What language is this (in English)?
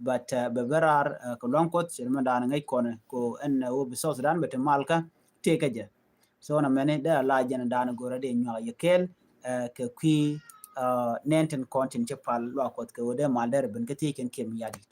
Nuer